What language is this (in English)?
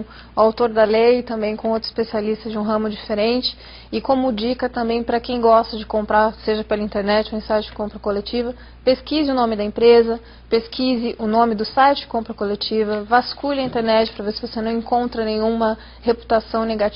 Portuguese